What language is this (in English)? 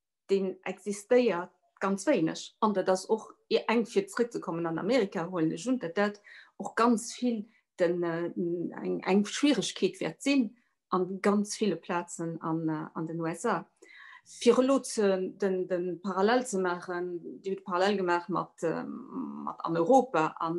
Luxembourgish